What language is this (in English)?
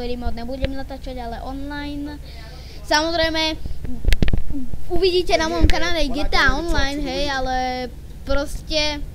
Slovak